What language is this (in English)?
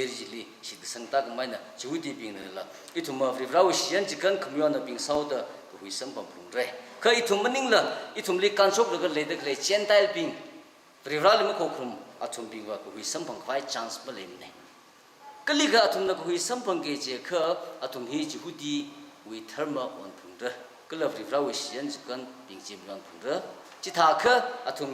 Tangkhul Naga (India)